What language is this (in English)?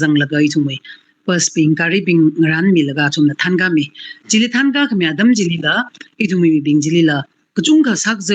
Tangkhul Naga (India)